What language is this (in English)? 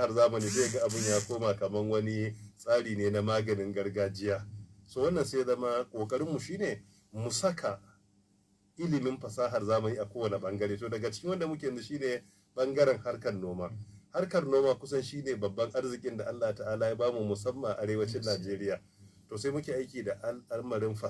Hausa